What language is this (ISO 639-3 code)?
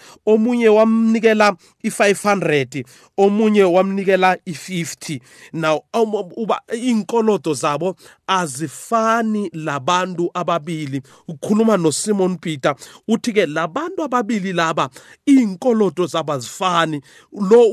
nbl